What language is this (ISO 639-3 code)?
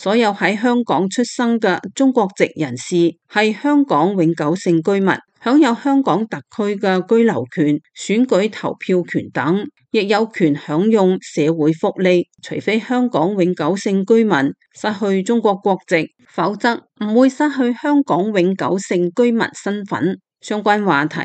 yue